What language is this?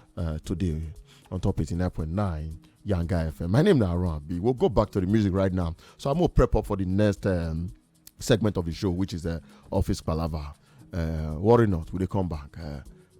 Nigerian Pidgin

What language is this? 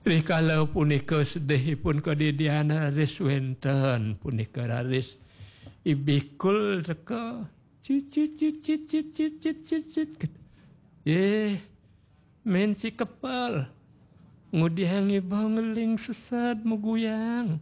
Balinese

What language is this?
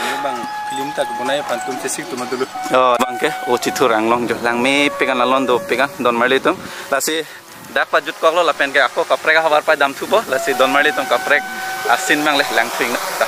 Karbi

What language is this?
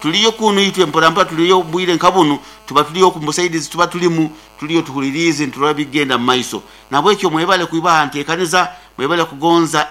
Nyankole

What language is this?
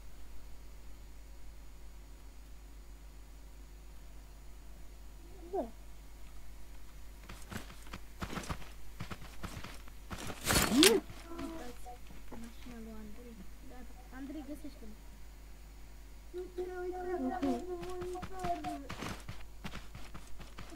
Romanian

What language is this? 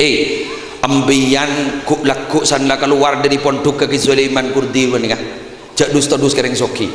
Madurese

